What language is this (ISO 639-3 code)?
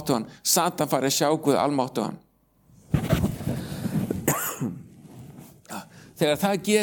isl